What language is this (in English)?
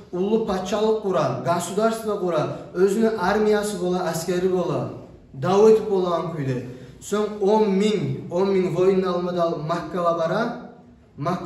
Kumyk